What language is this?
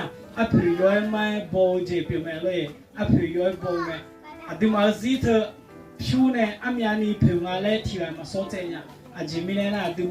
Akha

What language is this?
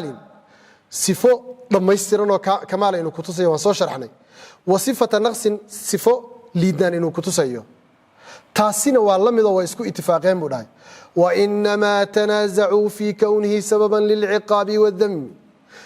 Somali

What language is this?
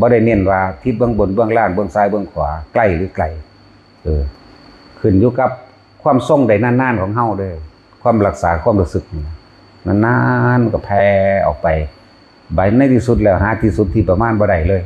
Northeastern Thai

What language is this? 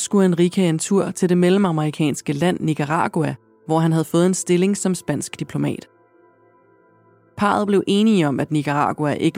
Danish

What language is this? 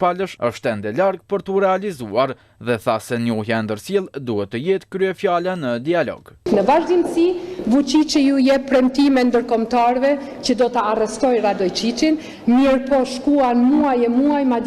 Albanian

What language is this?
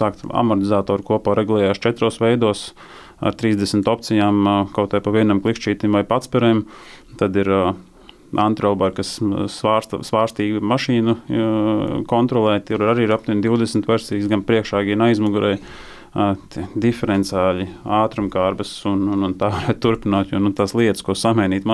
Latvian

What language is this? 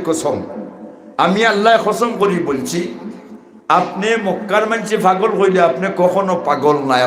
Sylheti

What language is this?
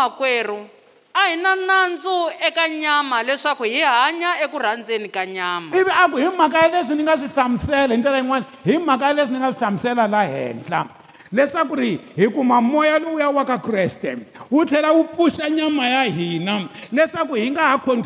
Tsonga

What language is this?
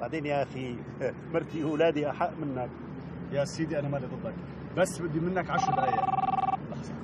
North Levantine Arabic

